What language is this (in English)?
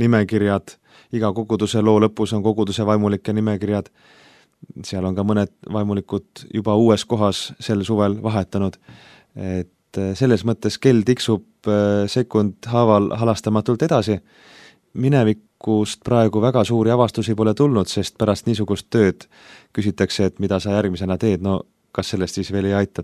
Estonian